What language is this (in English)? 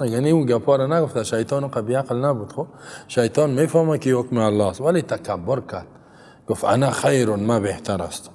Persian